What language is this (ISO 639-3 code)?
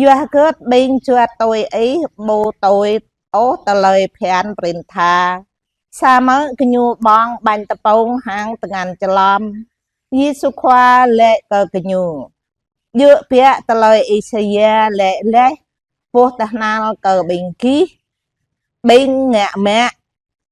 jra